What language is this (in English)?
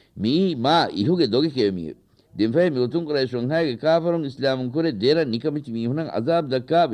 Divehi